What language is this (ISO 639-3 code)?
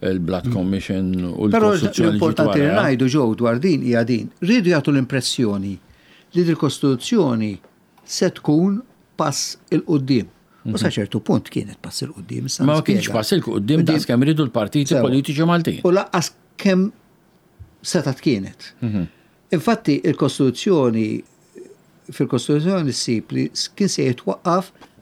mlt